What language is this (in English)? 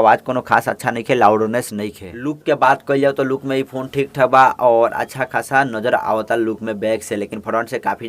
Bhojpuri